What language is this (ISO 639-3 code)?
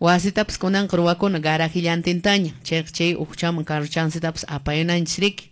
que